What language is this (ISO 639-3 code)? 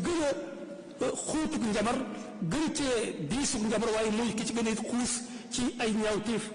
wol